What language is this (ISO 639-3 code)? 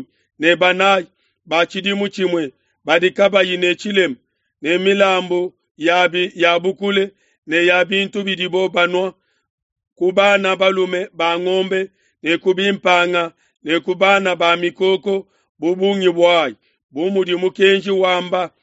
lua